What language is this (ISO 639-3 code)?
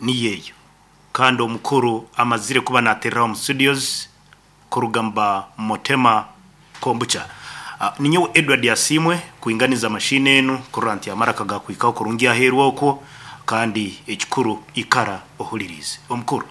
nyn